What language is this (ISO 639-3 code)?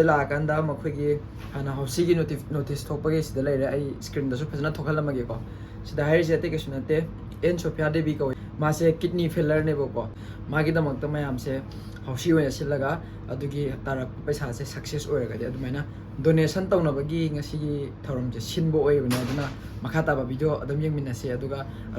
mni